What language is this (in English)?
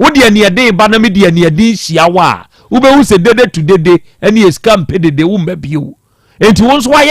Akan